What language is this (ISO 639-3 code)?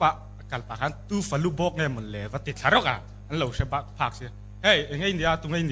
lus